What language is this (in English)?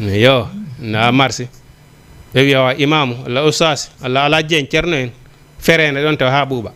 Fula